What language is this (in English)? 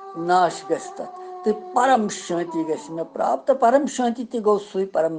Kashmiri